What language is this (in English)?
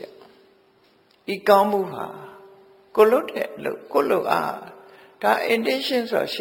Burmese